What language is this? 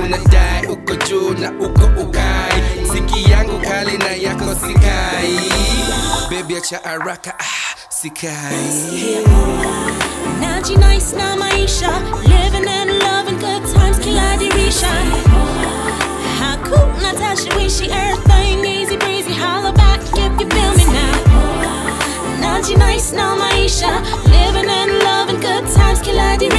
Swahili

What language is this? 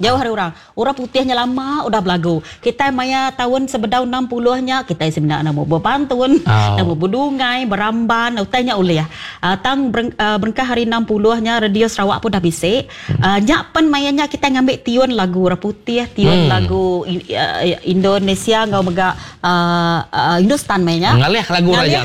Iban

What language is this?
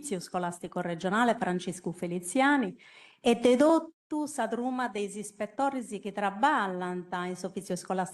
Sardinian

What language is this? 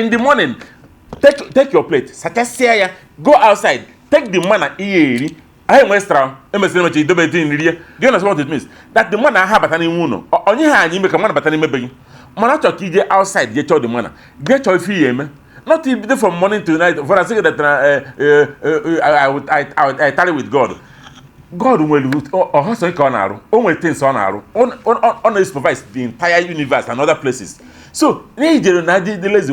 Igbo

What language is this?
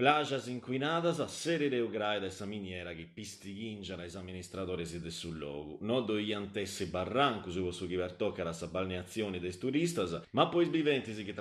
Sardinian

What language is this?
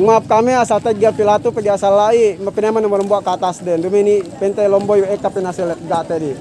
Yakan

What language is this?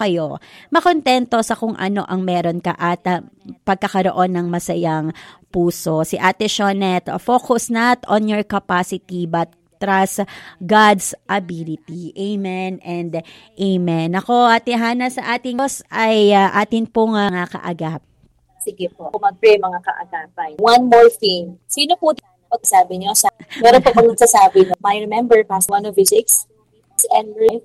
Filipino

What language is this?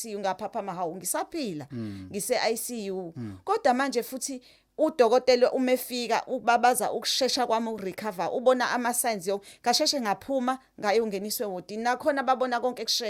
Zulu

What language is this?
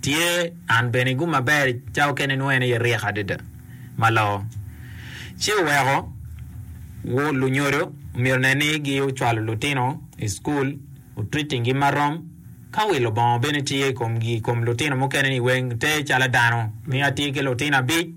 Acoli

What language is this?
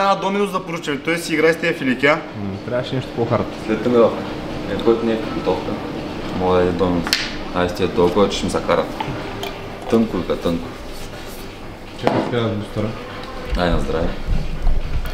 Bulgarian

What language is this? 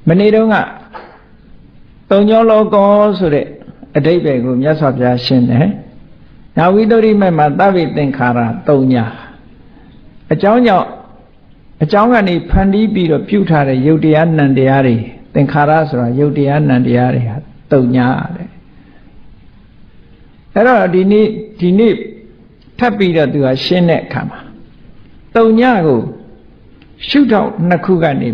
Burmese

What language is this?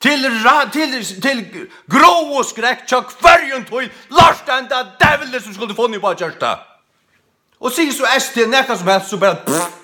Faroese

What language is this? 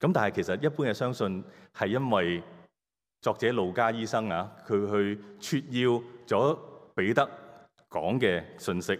Cantonese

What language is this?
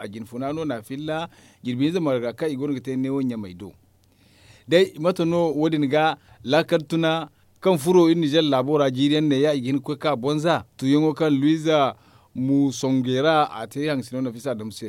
Zarma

